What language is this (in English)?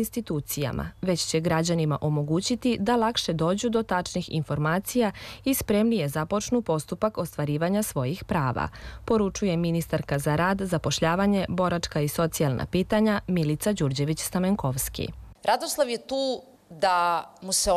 Serbian